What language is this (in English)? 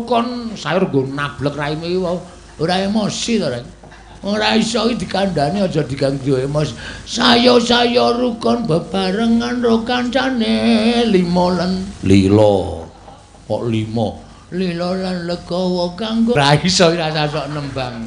Javanese